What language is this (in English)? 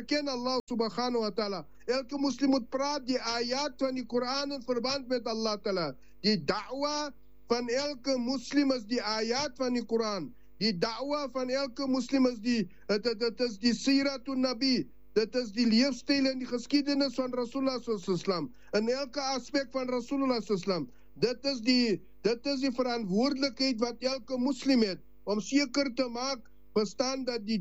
Afrikaans